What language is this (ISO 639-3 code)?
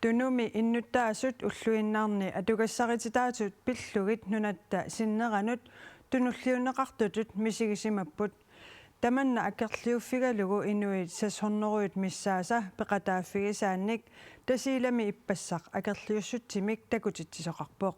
kal